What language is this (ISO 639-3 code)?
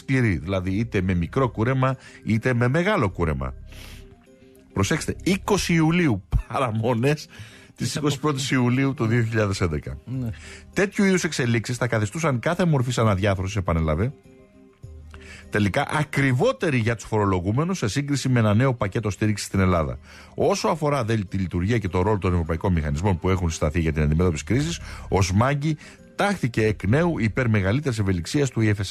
ell